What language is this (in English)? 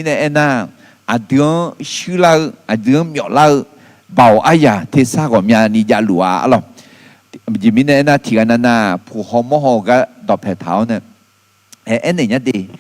Akha